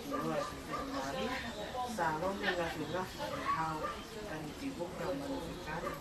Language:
Tongan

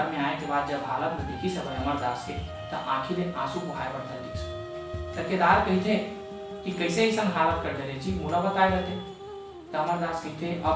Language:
Chhattisgarhi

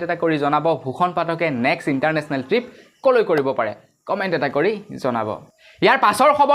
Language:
Assamese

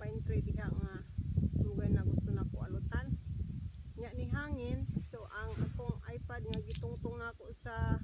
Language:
Cebuano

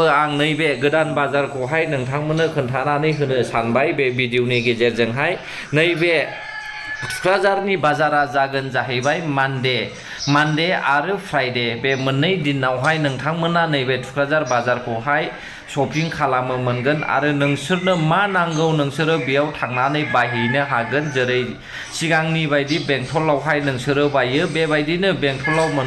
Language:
Bodo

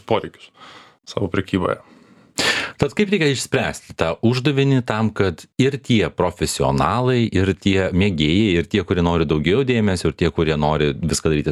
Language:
Lithuanian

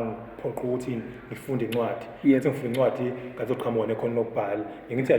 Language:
Zulu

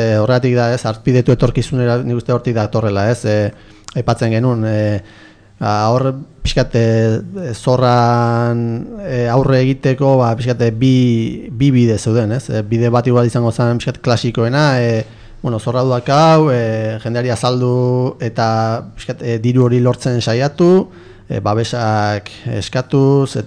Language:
Basque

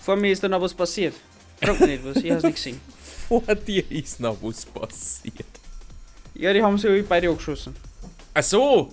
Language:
Bavarian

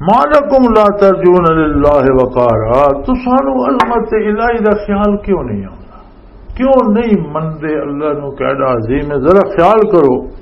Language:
Western Panjabi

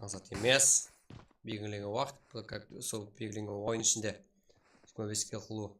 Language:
Kara-Kalpak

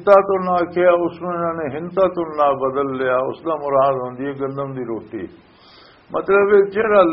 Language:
Western Panjabi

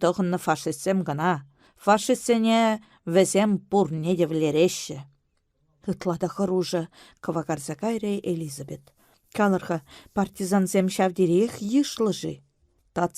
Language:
Chuvash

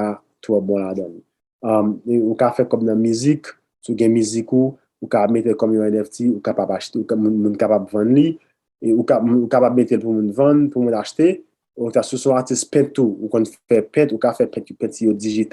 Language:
Haitian Creole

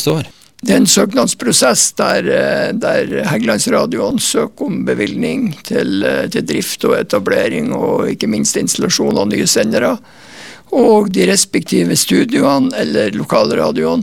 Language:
Norwegian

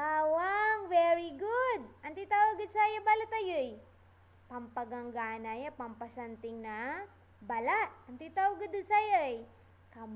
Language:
Pangasinan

